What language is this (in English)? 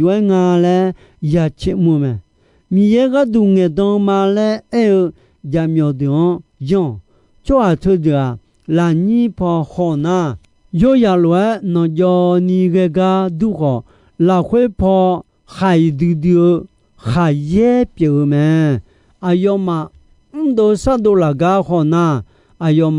Akha